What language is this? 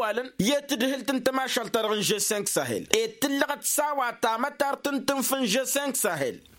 Tamasheq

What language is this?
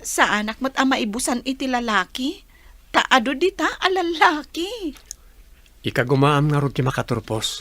Iloko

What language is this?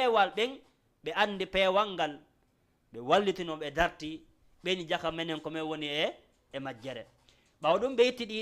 Fula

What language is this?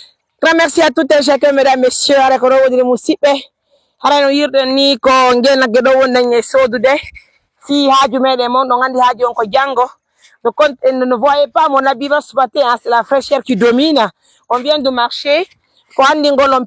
Fula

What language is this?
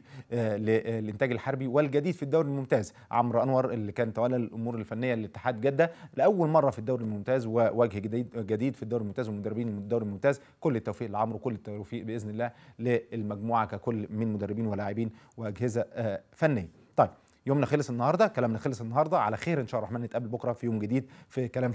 Egyptian Arabic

